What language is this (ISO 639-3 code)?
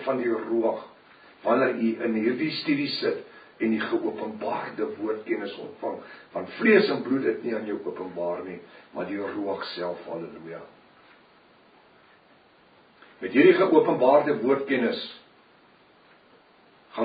afr